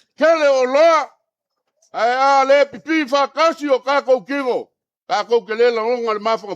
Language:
Samoan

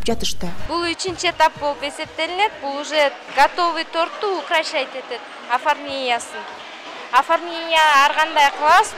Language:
Kyrgyz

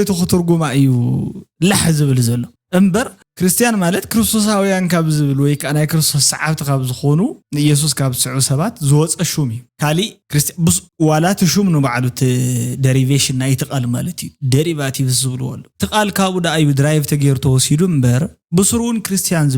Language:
Tigrinya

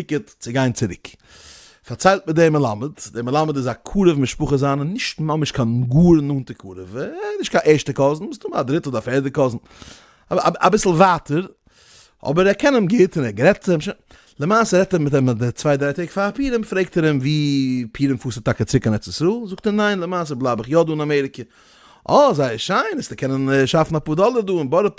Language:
Yiddish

